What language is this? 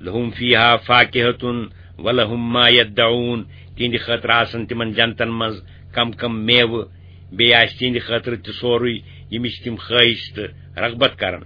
Kashmiri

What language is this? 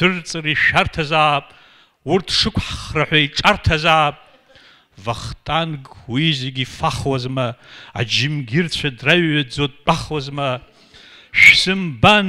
Abkhazian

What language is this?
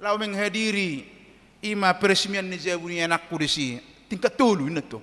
Batak Toba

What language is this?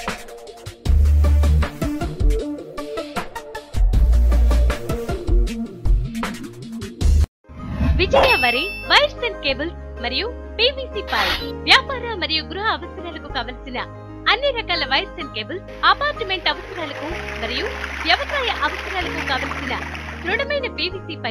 Telugu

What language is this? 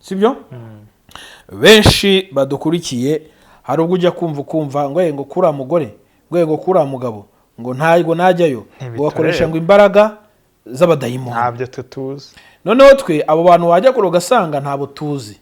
Kinyarwanda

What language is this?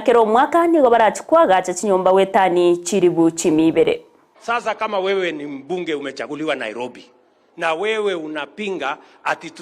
Gusii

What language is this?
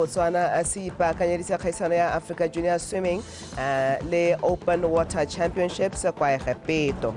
Tswana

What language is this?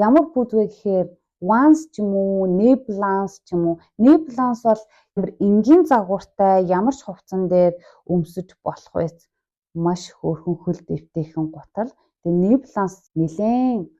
Mongolian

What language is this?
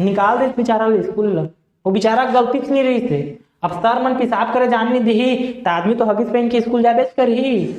Chhattisgarhi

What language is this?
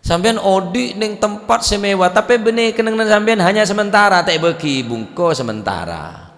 Madurese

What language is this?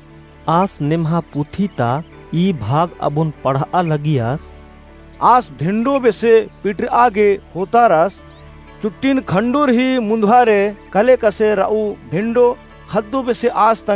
Kurukh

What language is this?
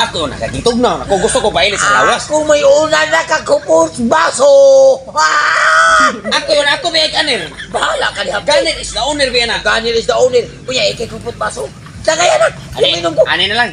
Cebuano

